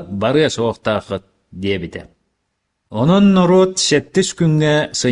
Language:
Yakut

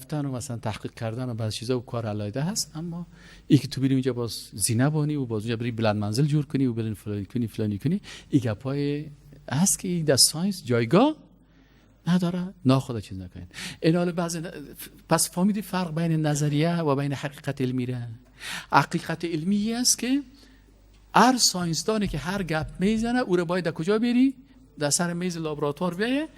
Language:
Persian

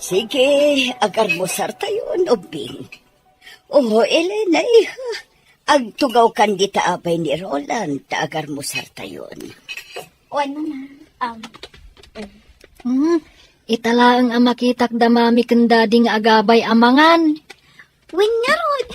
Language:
Iloko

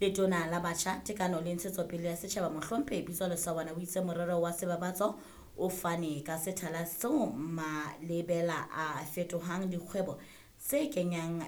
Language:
Southern Sotho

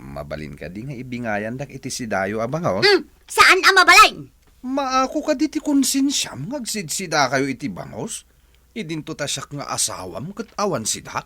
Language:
Iloko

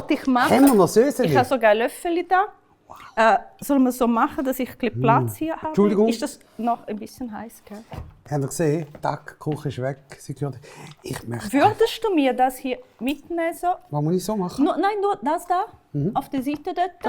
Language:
Swiss German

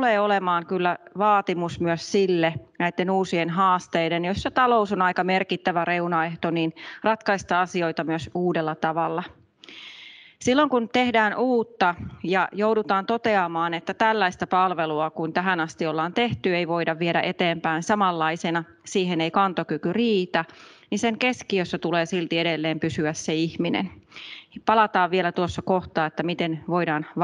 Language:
Finnish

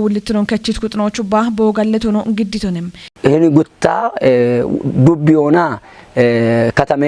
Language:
Kafa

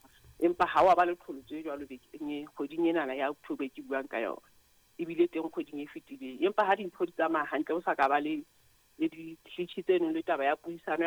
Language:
Southern Sotho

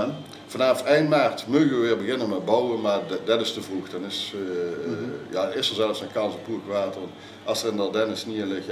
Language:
Limburgish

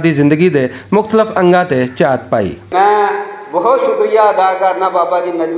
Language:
Western Panjabi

